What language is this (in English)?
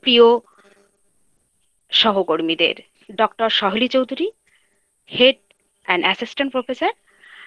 Bangla